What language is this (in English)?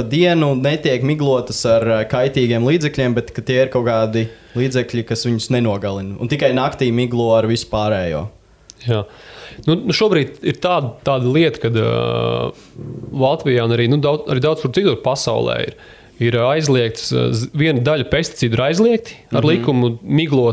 Latvian